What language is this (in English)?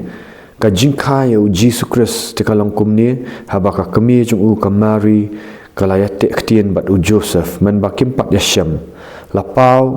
Khasi